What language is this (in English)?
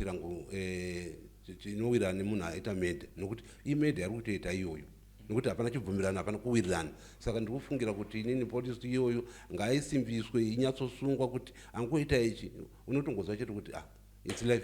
Shona